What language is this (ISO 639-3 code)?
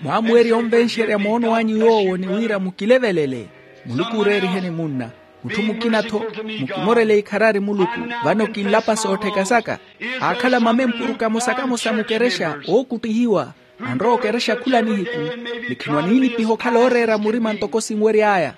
vmw